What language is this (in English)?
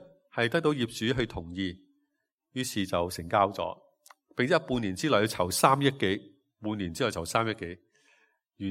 Cantonese